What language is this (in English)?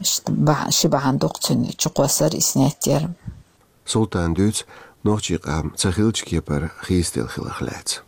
Chechen